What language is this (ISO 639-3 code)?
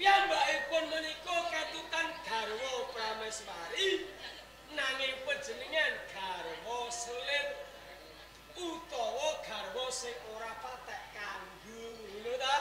jav